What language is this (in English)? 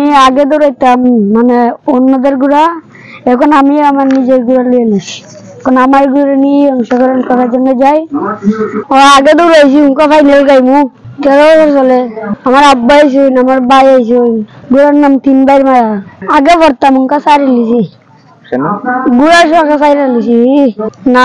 Sylheti